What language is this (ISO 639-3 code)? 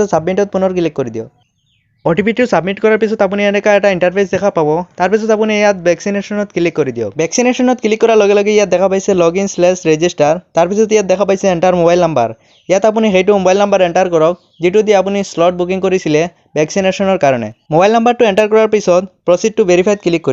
asm